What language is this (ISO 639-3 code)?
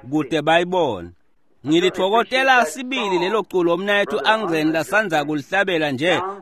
ssw